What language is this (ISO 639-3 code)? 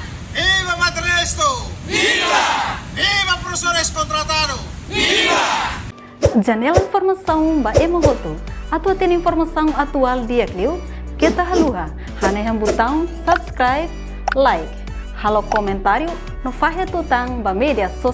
tet